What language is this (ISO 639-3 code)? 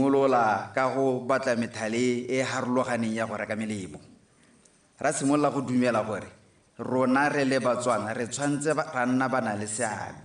tsn